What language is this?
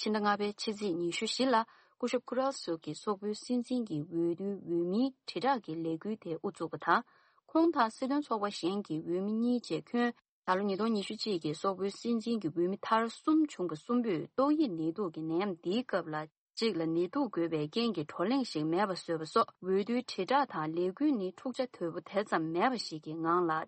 Tibetan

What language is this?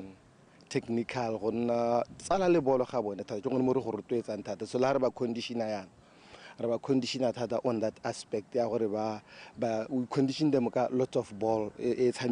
Tswana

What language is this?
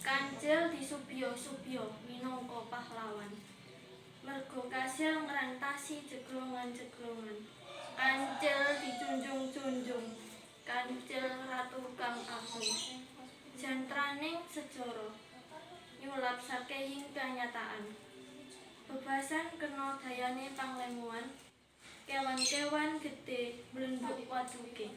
Javanese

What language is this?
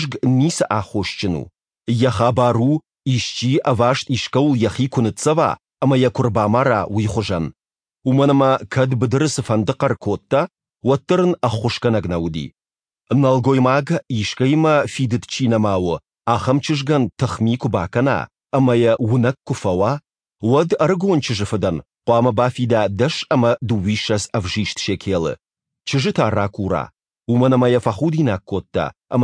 Ossetic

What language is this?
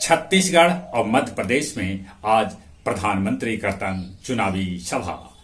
Magahi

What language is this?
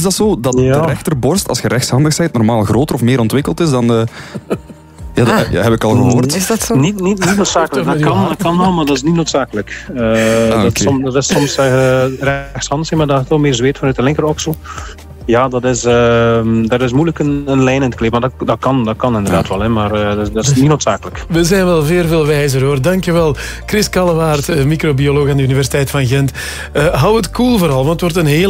Dutch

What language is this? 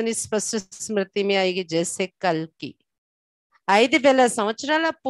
Telugu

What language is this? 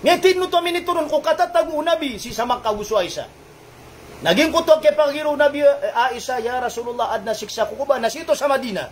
Maranao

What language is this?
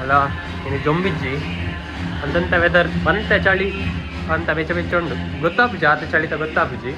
Tulu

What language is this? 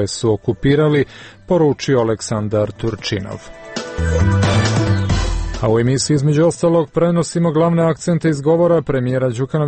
Serbian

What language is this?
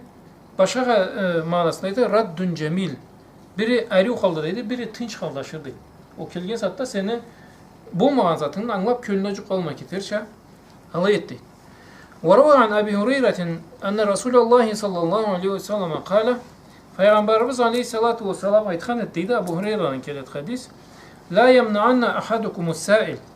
Karachay-Balkar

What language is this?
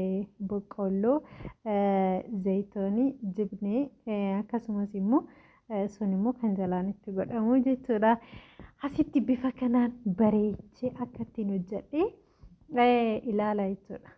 Oromo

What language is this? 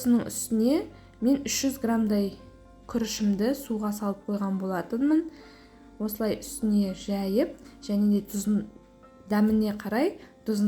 Kazakh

